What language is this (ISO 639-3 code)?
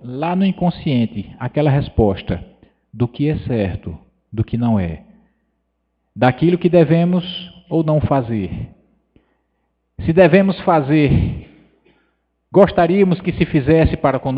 por